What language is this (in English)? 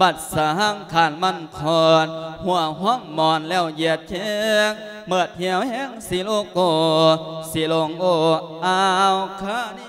Lao